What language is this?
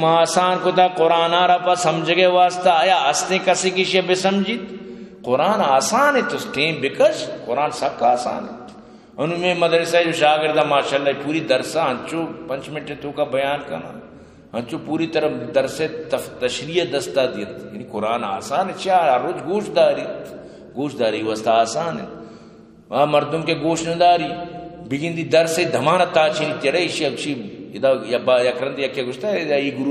Eastern Balochi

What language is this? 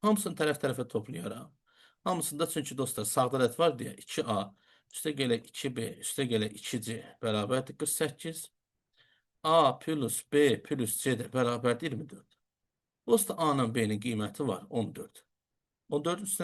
Azerbaijani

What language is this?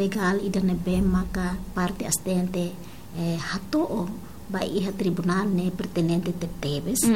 Tetum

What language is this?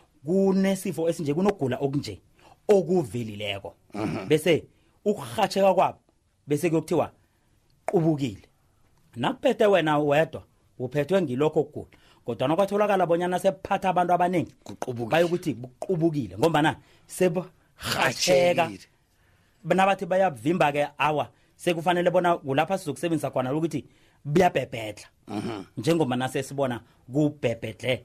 South Ndebele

